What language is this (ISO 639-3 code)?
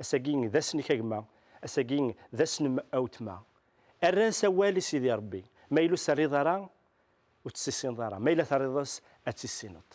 kab